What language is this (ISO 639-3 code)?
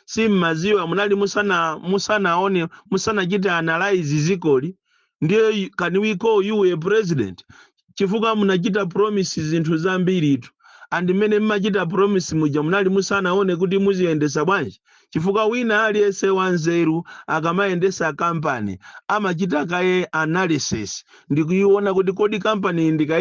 nya